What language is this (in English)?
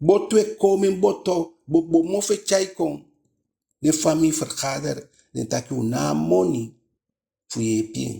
Eastern Maroon Creole